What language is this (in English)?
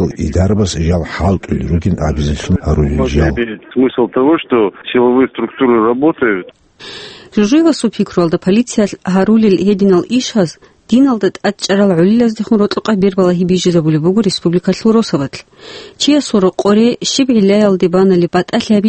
Avaric